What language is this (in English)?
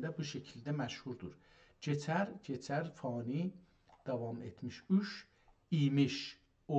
South Azerbaijani